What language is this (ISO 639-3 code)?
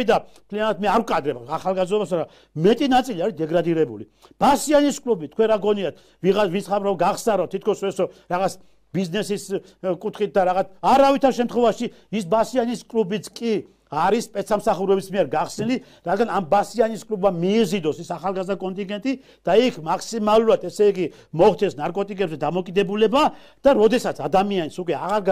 kat